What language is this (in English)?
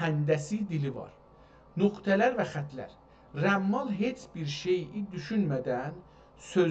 South Azerbaijani